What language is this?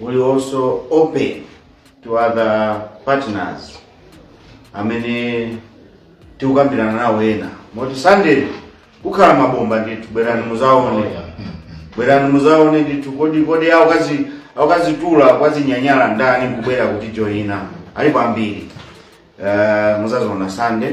Nyanja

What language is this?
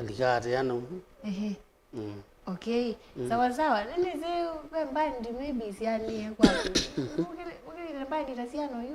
Kamba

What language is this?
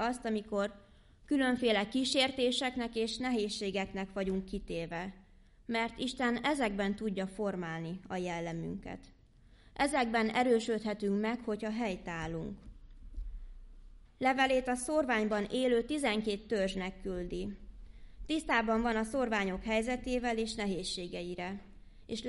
Hungarian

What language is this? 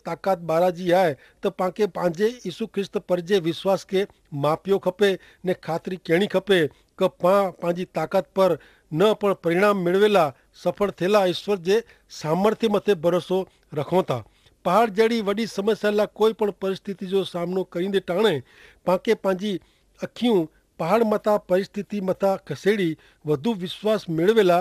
Kachhi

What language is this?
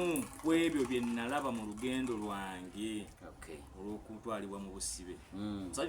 Ganda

